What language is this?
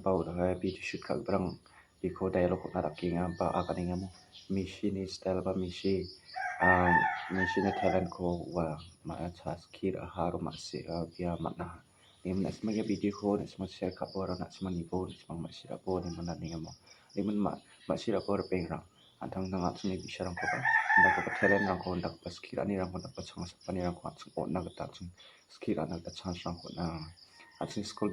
Garo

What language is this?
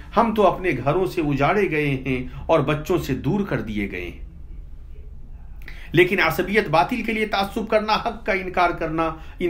Urdu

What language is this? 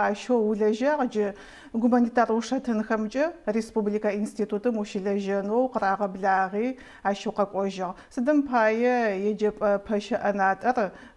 Adyghe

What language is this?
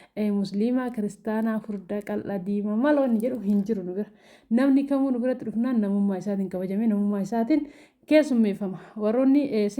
Oromo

